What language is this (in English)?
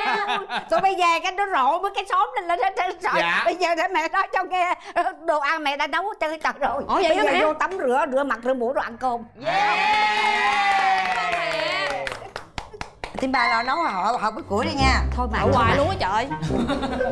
Vietnamese